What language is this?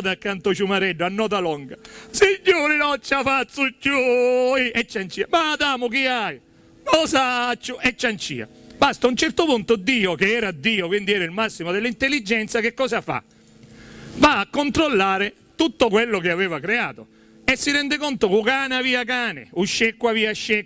Sicilian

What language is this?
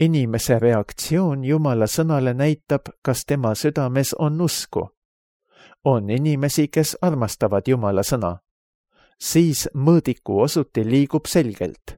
Estonian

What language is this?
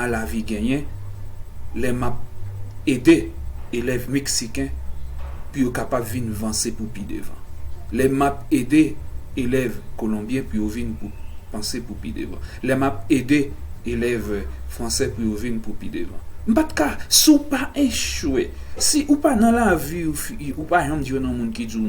Haitian Creole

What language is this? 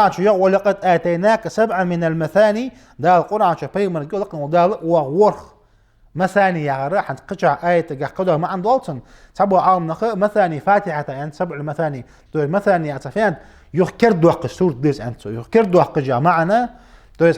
Ingush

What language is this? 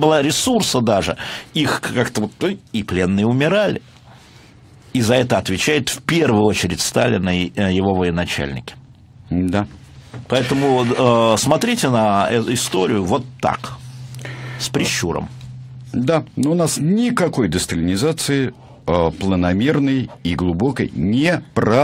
Russian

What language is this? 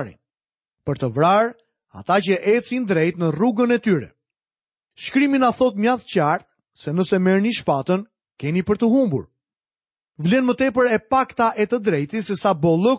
Albanian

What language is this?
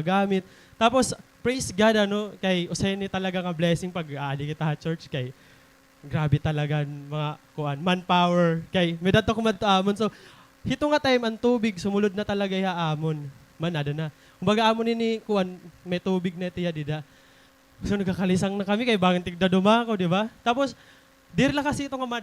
Waray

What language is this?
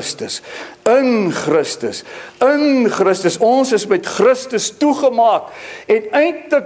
Afrikaans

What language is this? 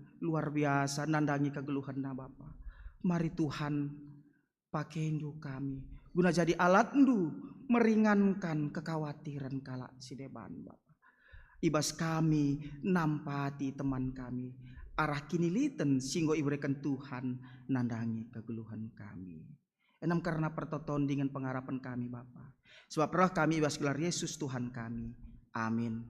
Batak Karo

